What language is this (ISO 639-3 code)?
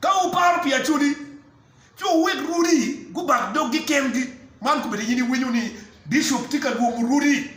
ach